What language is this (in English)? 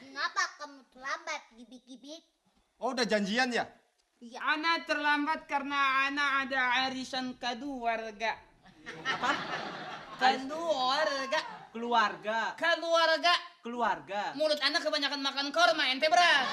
Betawi